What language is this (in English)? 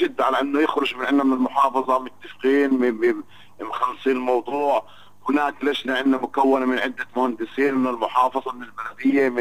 North Levantine Arabic